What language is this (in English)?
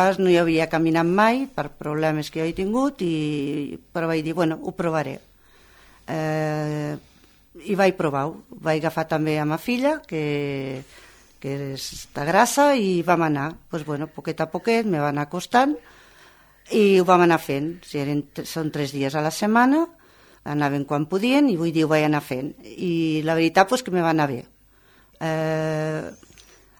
Catalan